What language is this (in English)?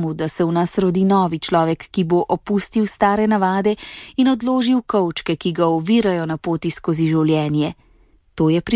Slovenian